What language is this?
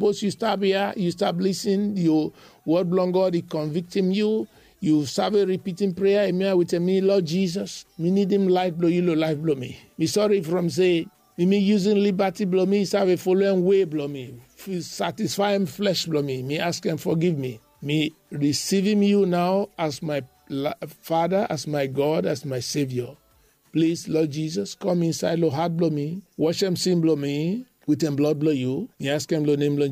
Bislama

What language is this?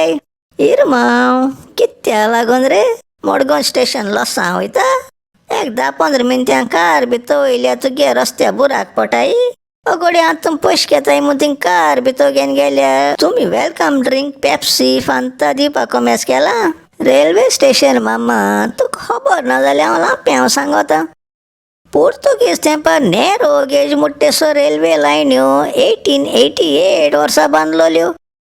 Konkani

